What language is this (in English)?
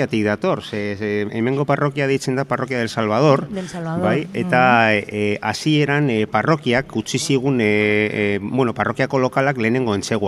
Basque